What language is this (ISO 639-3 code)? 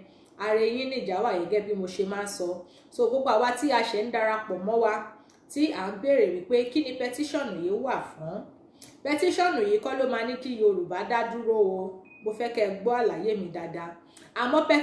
yor